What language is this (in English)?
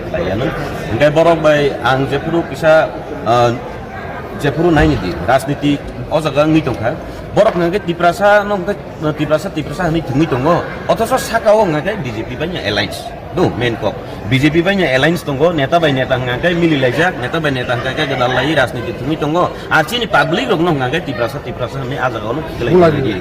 Kok Borok